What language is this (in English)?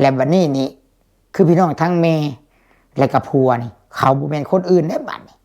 Lao